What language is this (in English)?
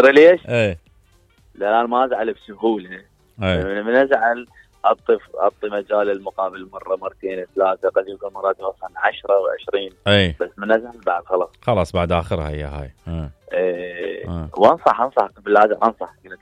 Mesopotamian Arabic